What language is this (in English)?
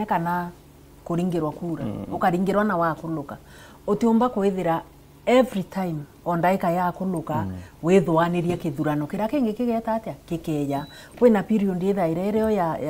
Meru